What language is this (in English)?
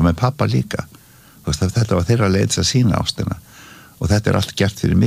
Icelandic